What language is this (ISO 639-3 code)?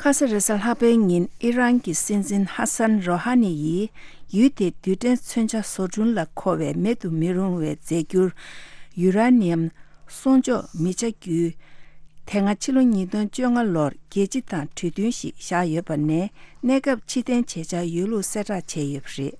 bod